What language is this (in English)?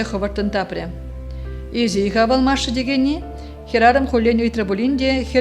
Chuvash